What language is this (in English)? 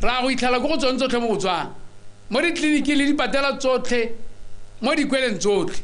Tswana